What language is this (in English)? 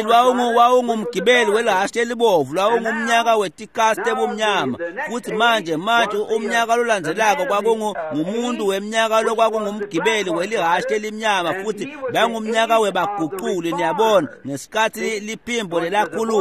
Swati